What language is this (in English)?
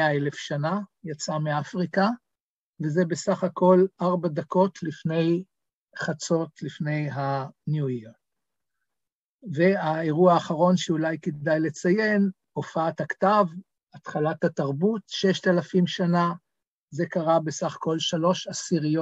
Hebrew